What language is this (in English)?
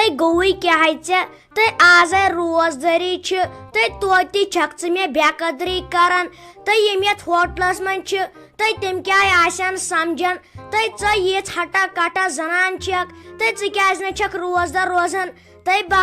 Kashmiri